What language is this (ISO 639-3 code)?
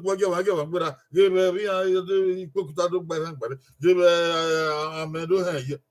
bin